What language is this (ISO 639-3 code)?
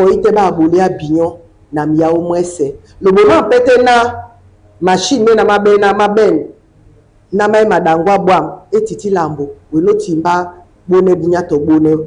dua